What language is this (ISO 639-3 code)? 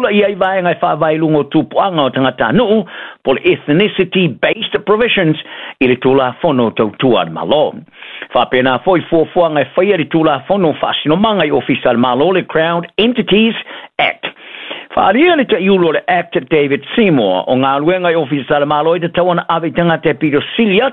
smo